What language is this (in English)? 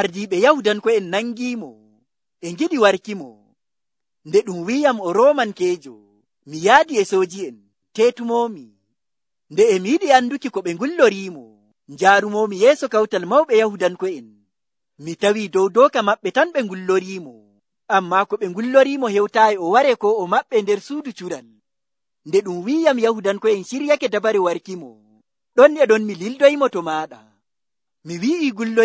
Nigerian Fulfulde